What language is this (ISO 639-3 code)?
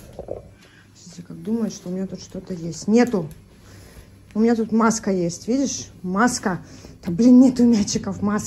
rus